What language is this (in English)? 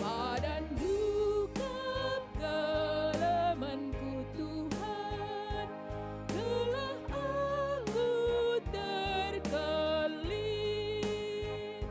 Batak Karo